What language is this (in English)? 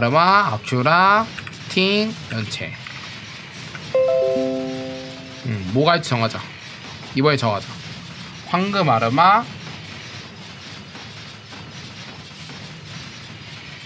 Korean